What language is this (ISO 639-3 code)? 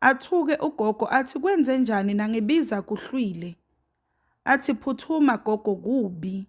zul